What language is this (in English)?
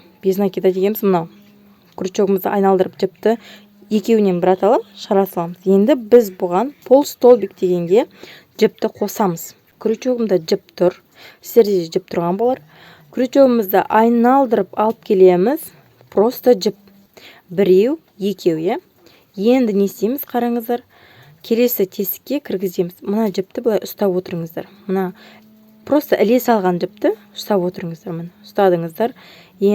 Kazakh